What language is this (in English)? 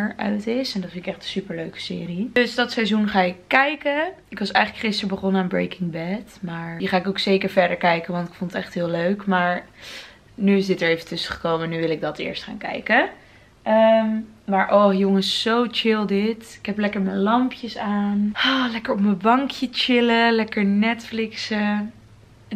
Dutch